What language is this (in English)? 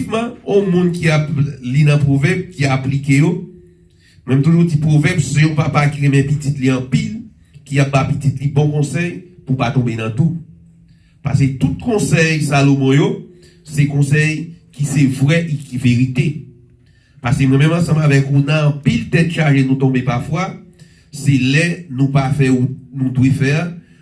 Haitian Creole